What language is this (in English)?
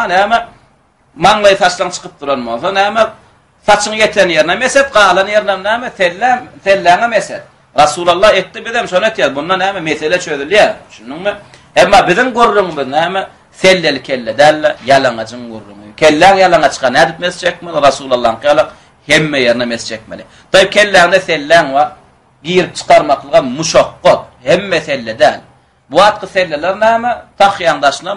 Turkmen